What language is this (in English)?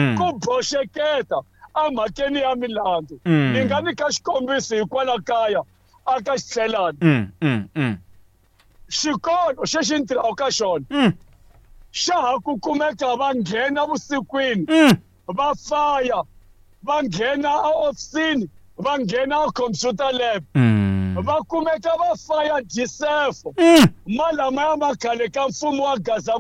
Tsonga